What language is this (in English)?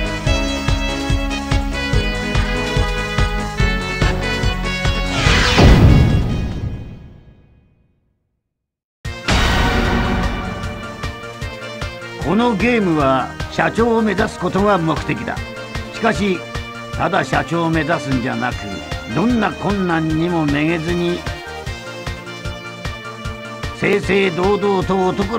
Japanese